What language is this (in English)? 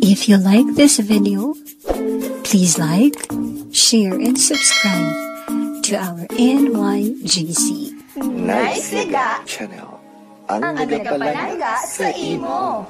Hiligaynon